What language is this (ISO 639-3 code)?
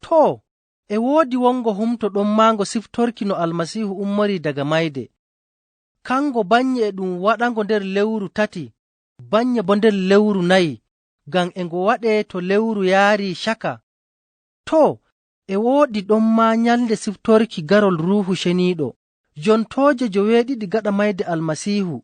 ful